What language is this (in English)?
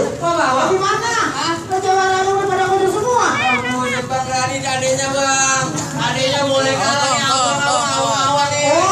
Betawi